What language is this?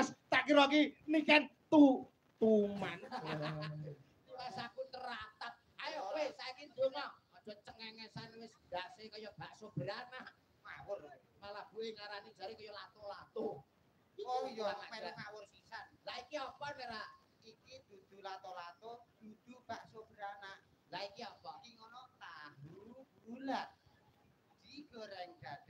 Javanese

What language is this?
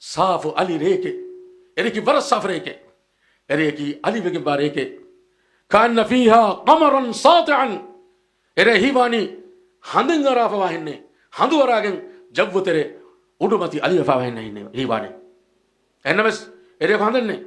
Divehi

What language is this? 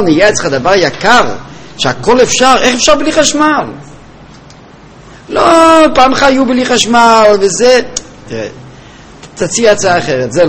Hebrew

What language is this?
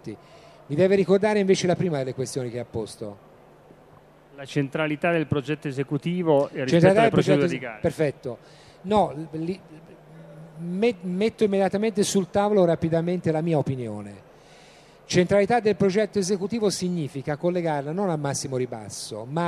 Italian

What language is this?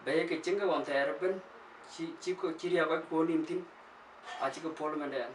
Dinka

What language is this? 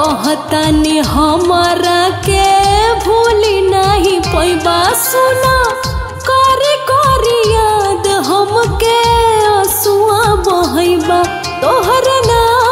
Bhojpuri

